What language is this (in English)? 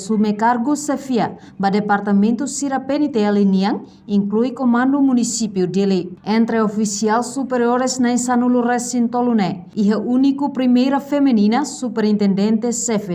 Tetum